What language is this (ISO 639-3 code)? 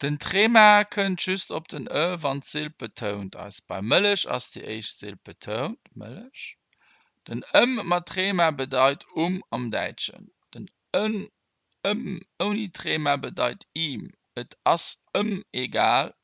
ltz